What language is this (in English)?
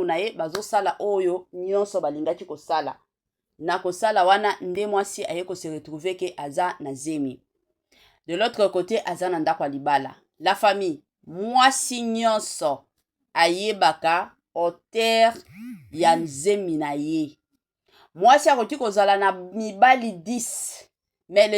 Lingala